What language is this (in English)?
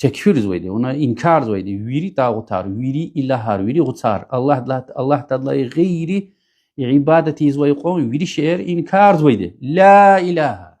Lezghian